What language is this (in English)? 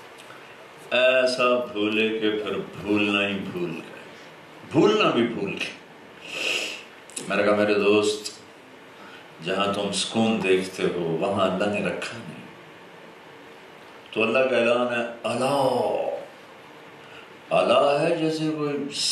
Urdu